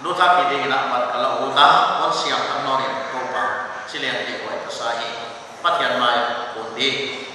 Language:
Paite Chin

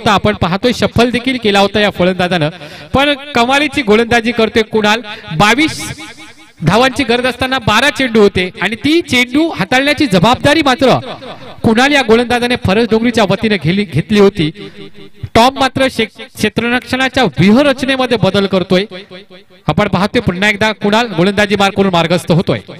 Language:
Marathi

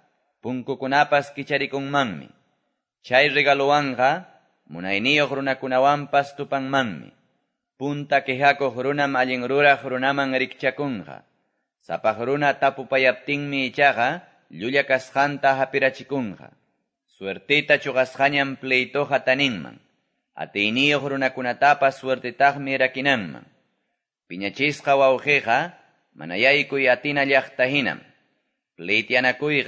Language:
Quechua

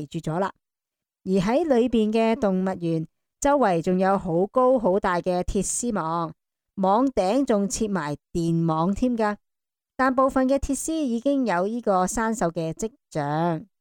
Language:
Cantonese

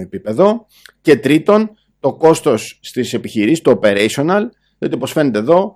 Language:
Greek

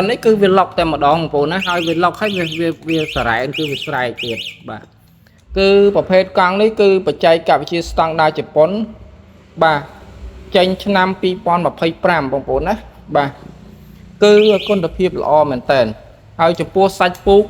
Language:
Khmer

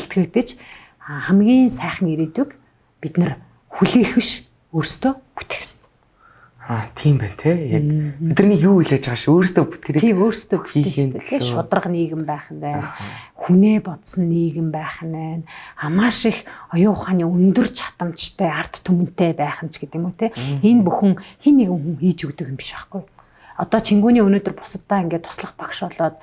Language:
Mongolian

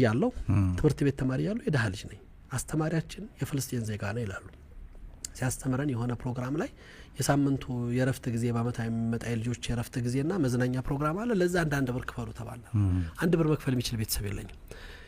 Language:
Amharic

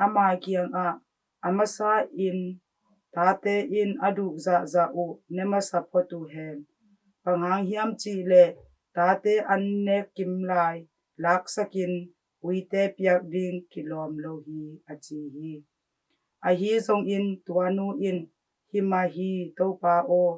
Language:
Tedim Chin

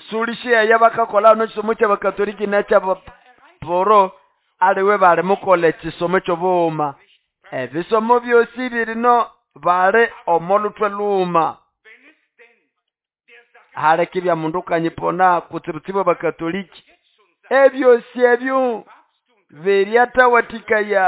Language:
Nande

